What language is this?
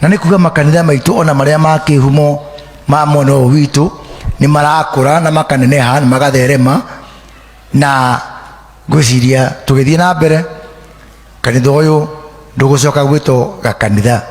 Kikuyu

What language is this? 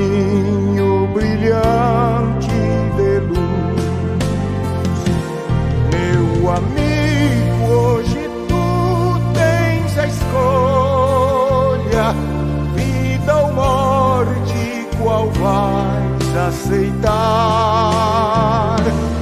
Portuguese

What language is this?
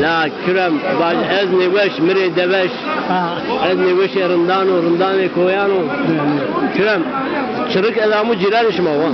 Zaza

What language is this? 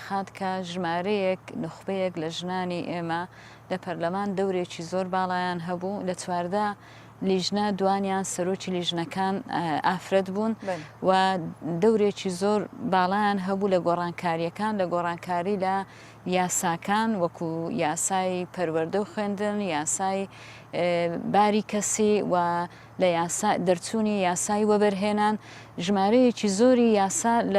Central Kurdish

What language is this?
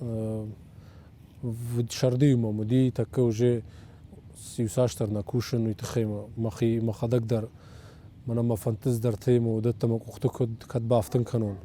Ossetic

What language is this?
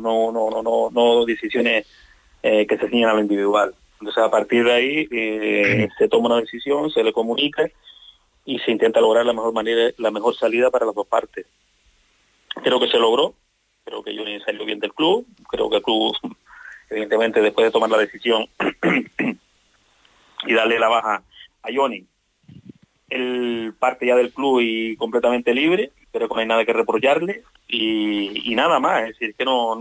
Spanish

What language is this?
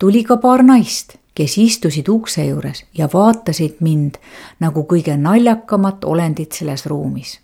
Estonian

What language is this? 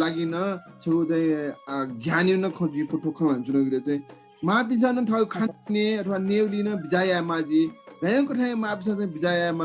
Newari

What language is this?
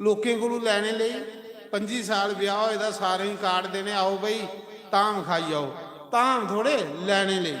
Dogri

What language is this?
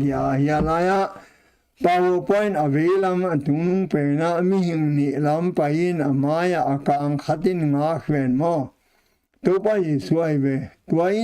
Tedim Chin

